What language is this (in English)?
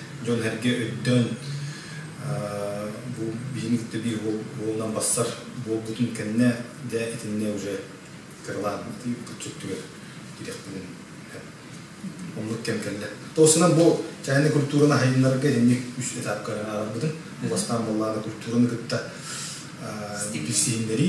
Yakut